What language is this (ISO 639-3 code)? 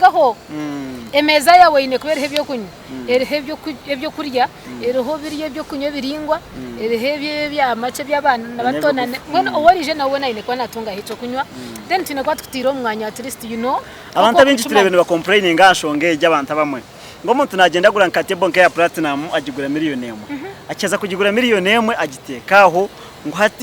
nyn